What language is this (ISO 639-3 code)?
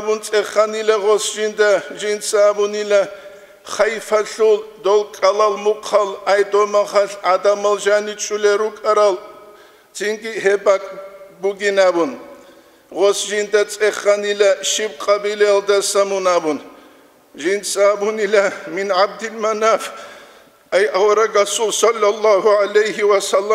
ava